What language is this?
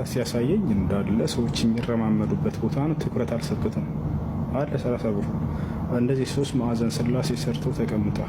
Amharic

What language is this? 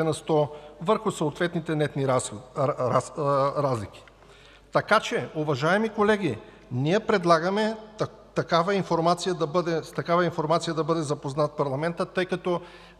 Bulgarian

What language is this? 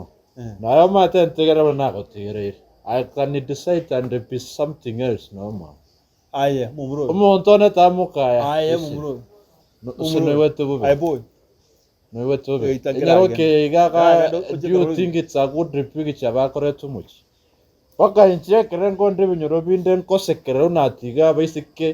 Gusii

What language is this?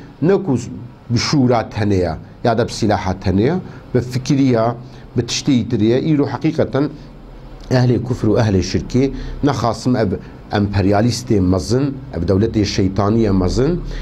Kurdish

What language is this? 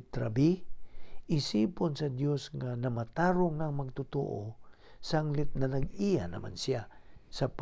Cebuano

